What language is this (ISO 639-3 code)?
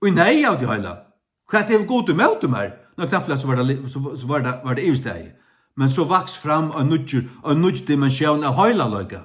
fao